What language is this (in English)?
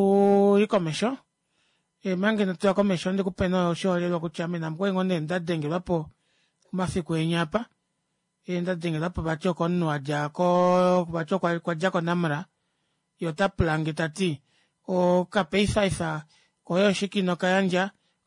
Kuanyama